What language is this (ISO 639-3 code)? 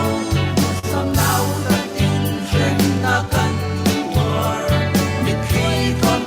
cfm